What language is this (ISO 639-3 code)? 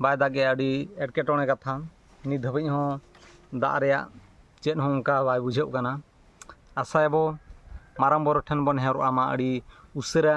sat